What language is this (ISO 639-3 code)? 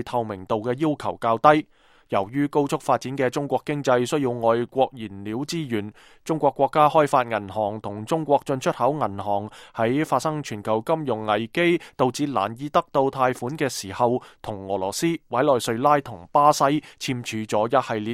yue